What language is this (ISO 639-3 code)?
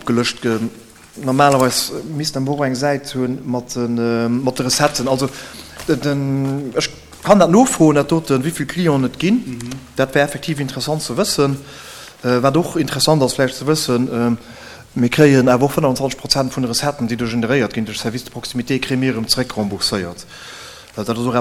ltz